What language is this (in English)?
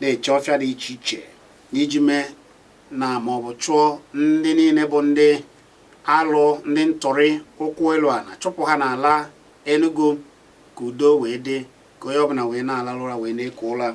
Igbo